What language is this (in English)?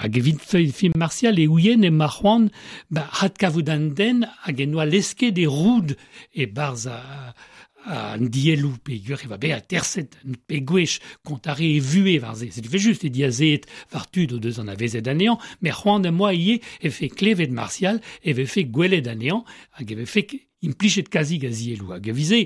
Breton